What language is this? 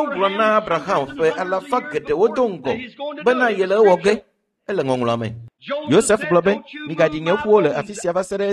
Ewe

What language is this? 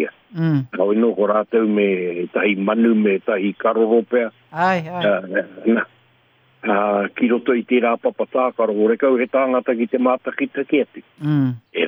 Māori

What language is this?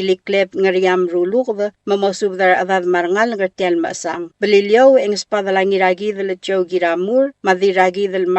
Palauan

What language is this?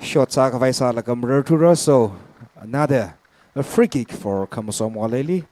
Tangkhul Naga (India)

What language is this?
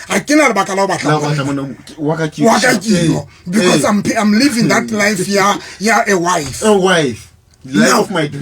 Southern Sotho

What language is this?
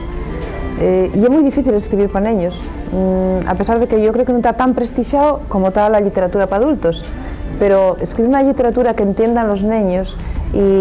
Asturian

